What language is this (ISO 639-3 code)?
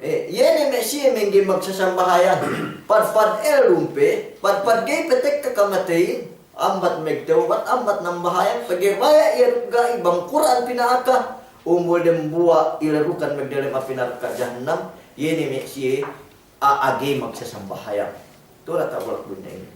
yka